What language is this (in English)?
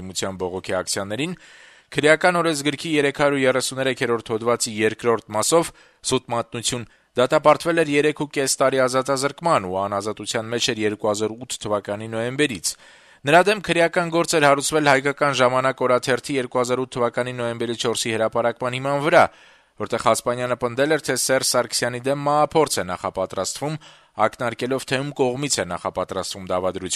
Armenian